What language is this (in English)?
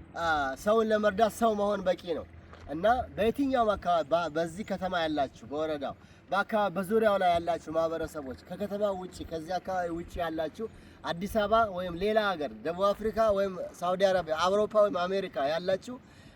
Amharic